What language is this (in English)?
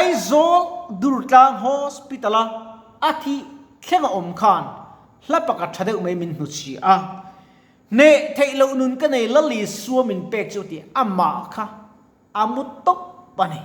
Mizo